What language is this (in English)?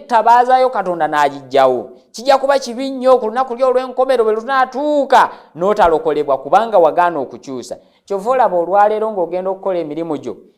Ganda